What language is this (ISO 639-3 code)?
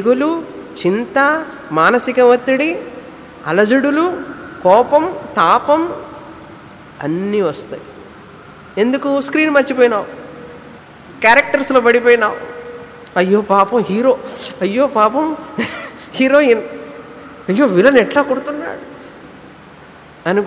tel